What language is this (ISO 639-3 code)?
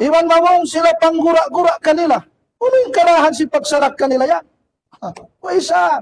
tsg